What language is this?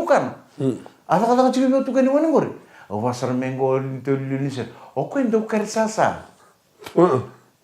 Fijian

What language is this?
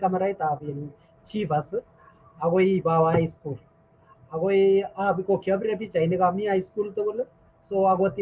Kalenjin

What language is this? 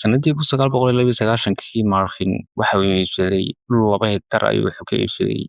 Somali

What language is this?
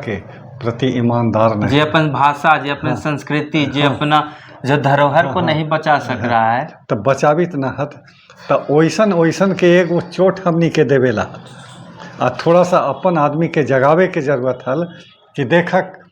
Magahi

